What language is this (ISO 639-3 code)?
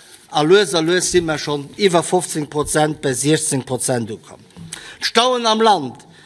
ltz